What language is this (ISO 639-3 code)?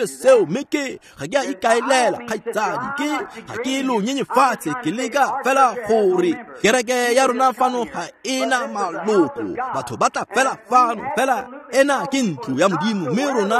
tsn